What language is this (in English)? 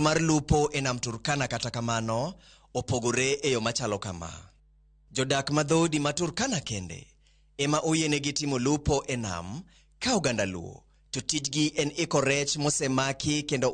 Luo (Kenya and Tanzania)